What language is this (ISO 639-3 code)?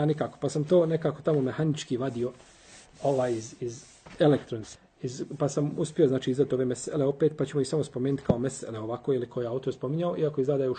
bos